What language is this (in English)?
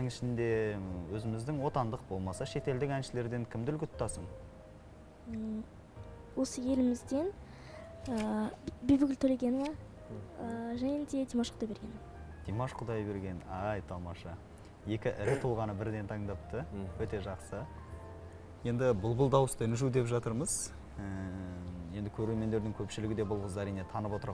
Kazakh